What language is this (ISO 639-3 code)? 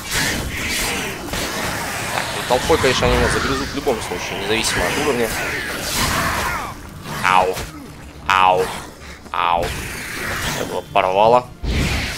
rus